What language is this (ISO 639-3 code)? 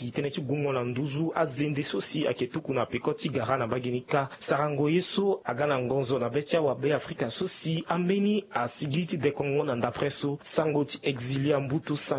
sag